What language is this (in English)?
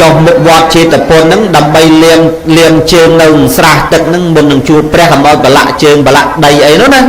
Khmer